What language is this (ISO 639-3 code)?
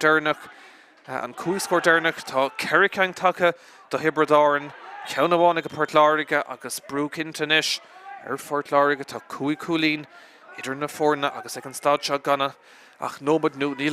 gle